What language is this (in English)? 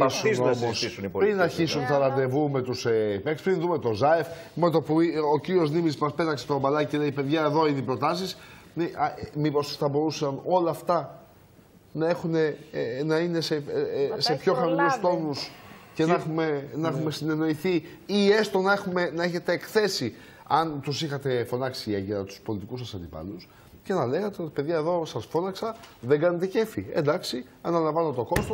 Greek